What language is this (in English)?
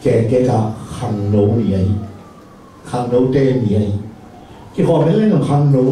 Tedim Chin